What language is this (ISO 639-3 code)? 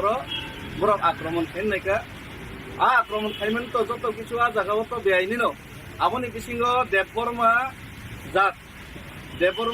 trp